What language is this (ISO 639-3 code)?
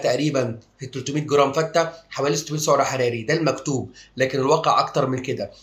arz